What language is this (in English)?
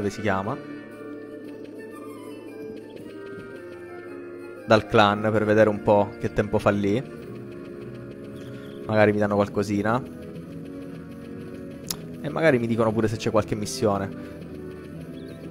Italian